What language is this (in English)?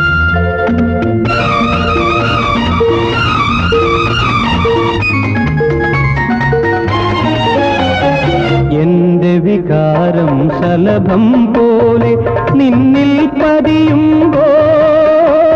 Malayalam